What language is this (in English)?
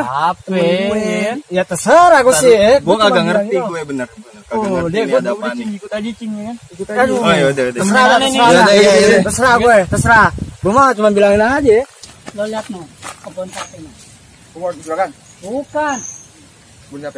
Betawi